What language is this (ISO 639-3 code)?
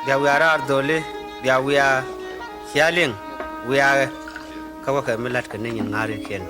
nus